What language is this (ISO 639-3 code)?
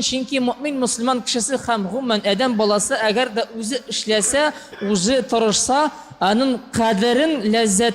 tat